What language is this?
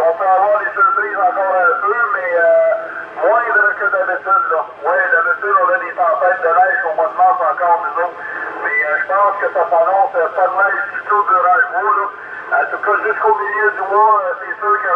French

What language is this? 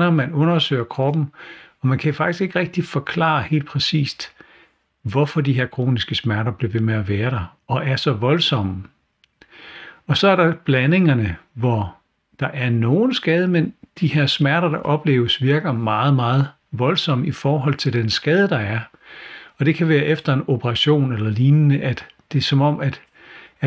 Danish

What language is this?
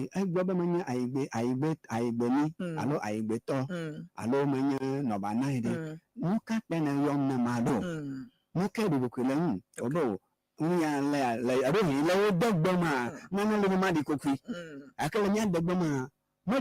Ewe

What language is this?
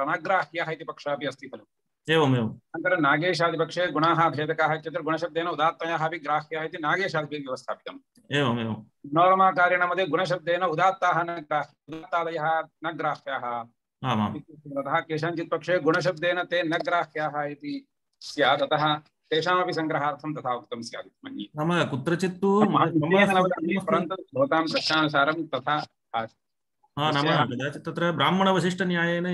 Sanskrit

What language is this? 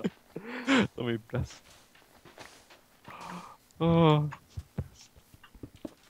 Swedish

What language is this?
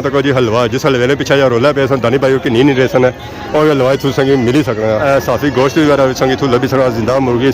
Pahari-Potwari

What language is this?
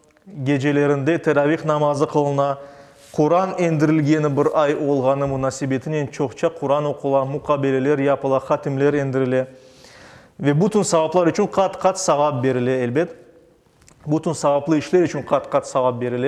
Crimean Tatar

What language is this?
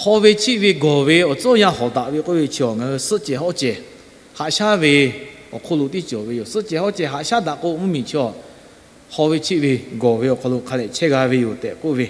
Lahu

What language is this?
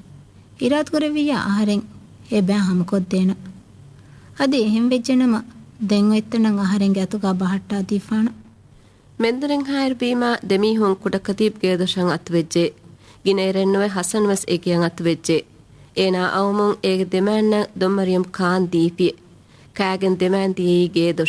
Divehi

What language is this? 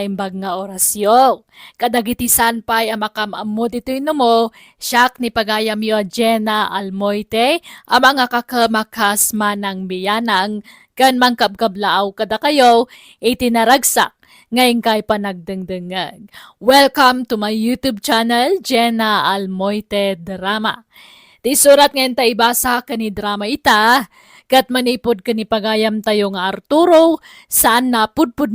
Iloko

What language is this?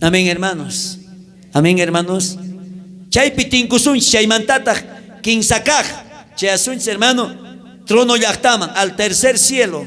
South Bolivian Quechua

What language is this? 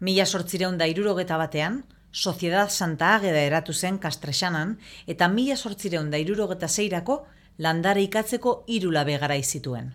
Basque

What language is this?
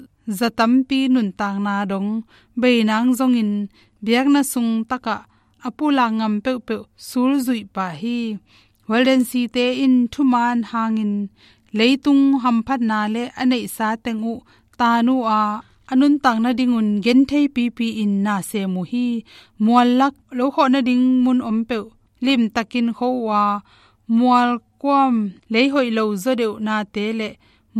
Tedim Chin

